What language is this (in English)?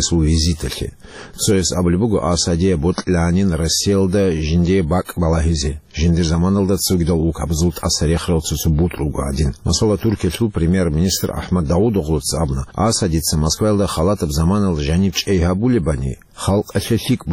Avaric